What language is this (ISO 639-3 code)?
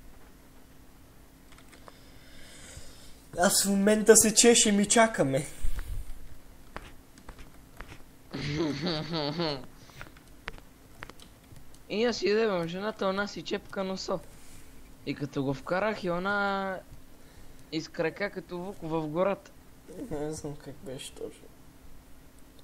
bul